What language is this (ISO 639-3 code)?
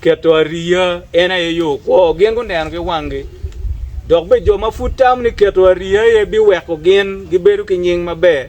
ach